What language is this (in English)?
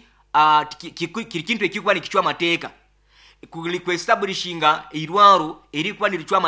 Nyoro